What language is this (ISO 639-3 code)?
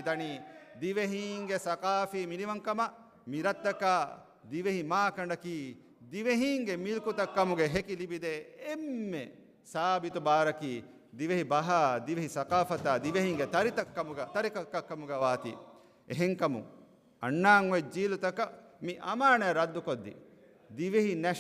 div